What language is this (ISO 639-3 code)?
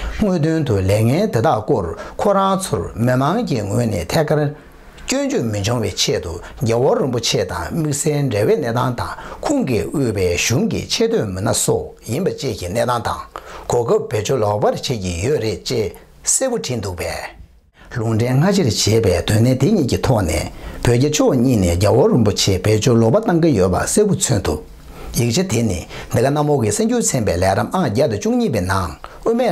bod